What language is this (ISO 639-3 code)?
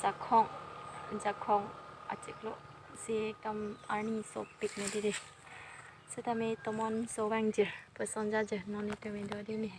mjw